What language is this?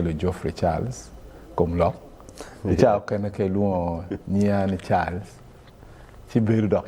Acoli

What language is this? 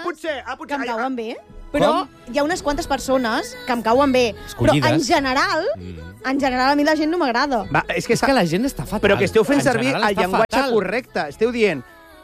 Catalan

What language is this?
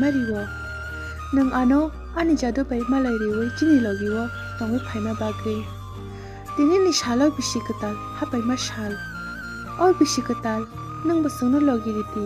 Kok Borok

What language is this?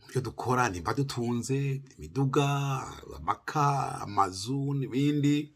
Rundi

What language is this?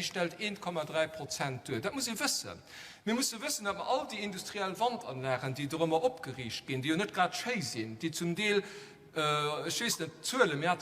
Luxembourgish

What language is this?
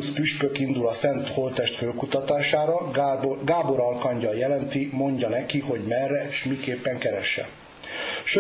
Hungarian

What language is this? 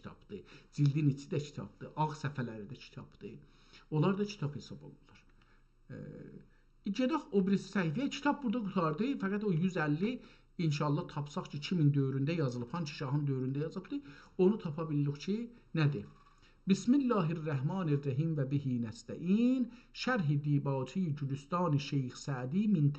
South Azerbaijani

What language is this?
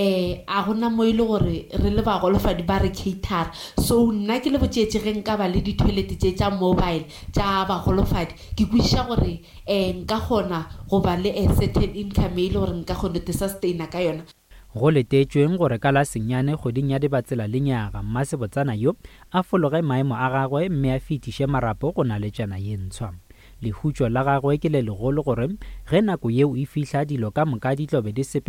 Northern Sotho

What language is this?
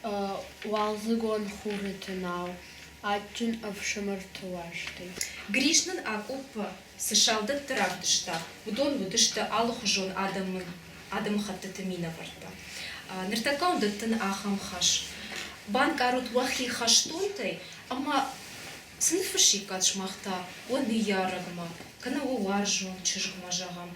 Ossetic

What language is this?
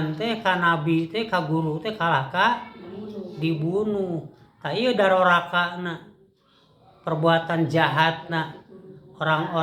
Sundanese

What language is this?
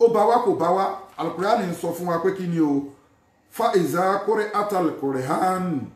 Yoruba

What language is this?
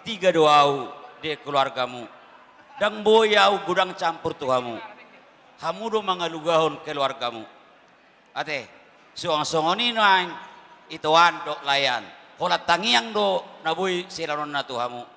Batak Toba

